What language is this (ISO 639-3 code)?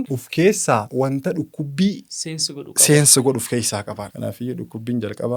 orm